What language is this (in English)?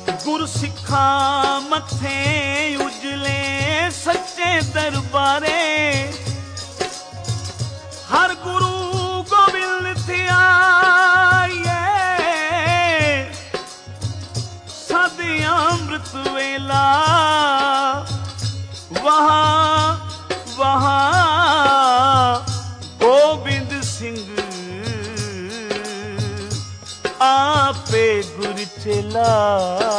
Punjabi